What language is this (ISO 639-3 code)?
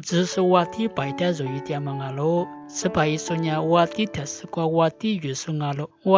lis